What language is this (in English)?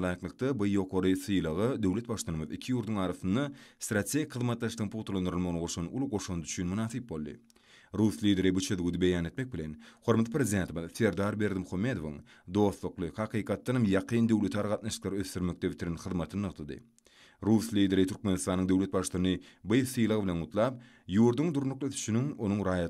Turkmen